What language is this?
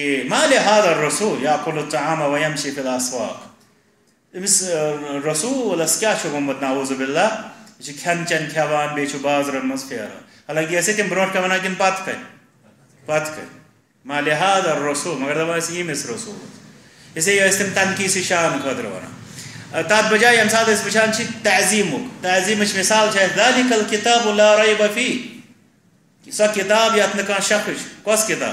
Kashmiri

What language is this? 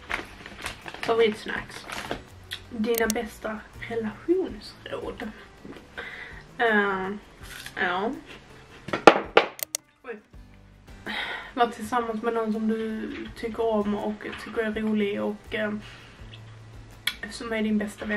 Swedish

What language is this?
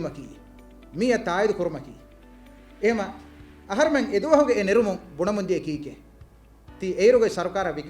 Divehi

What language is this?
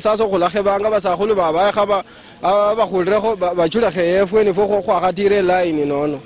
Luyia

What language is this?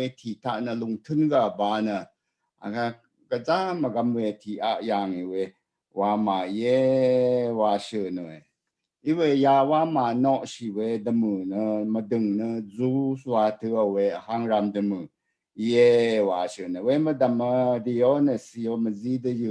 Rawang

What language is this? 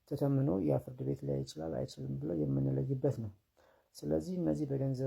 Amharic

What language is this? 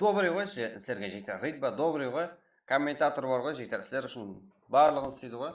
Kara-Kalpak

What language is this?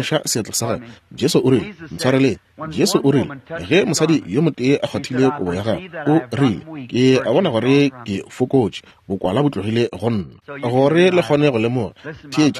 Northern Sotho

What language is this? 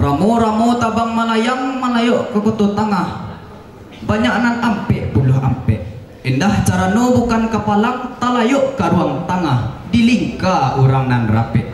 Minangkabau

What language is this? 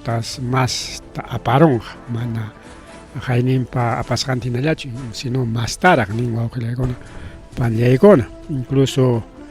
Ayacucho Quechua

